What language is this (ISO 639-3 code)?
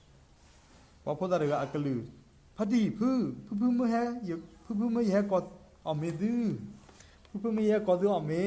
ksw